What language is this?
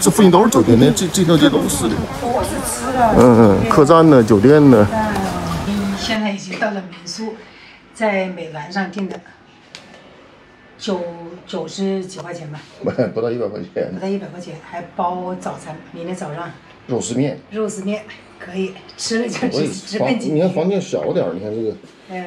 Chinese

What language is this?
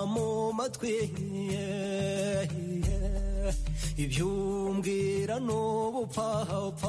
Kinyarwanda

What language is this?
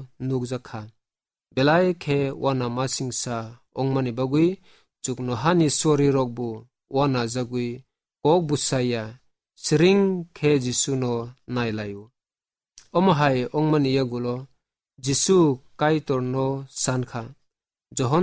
Kok Borok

